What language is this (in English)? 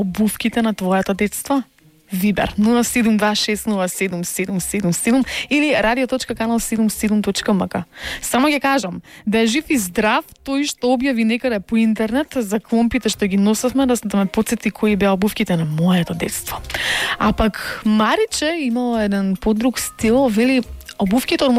Macedonian